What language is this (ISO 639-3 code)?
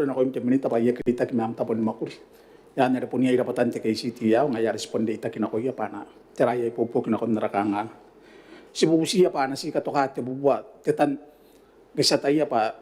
gil